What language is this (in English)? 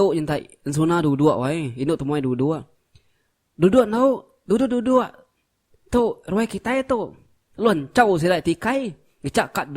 Iban